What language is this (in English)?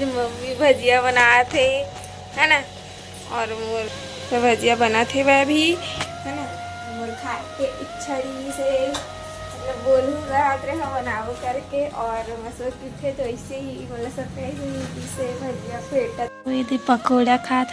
Chhattisgarhi